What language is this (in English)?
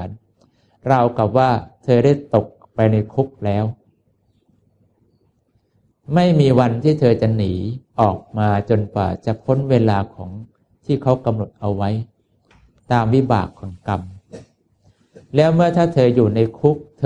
Thai